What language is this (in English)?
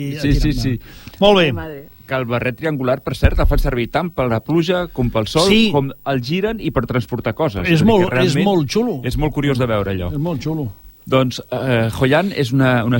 Catalan